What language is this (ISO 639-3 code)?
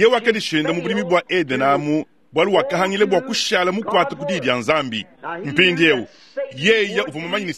lua